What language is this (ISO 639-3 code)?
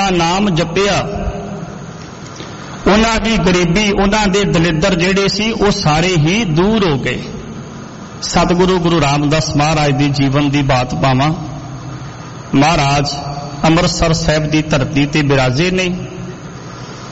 pan